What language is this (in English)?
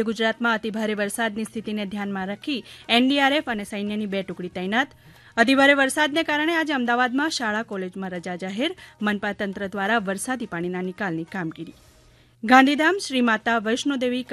Gujarati